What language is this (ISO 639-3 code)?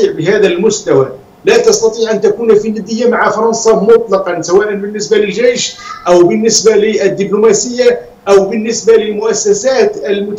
ara